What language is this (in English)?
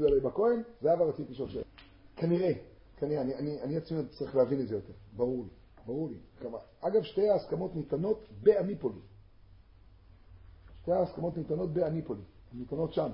Hebrew